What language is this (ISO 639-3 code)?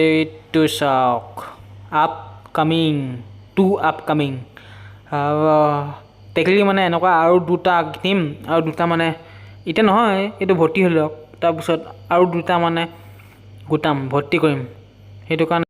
asm